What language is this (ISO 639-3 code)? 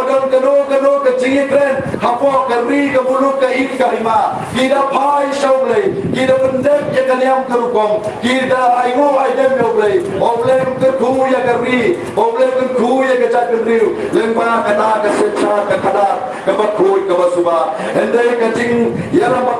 kha